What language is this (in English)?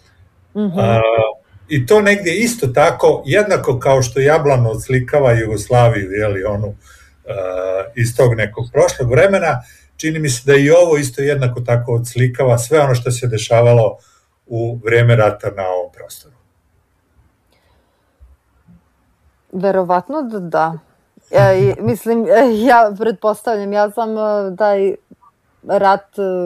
Serbian